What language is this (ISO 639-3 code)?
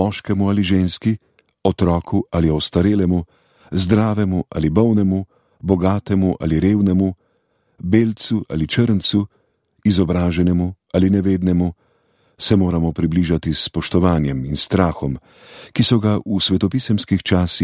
slv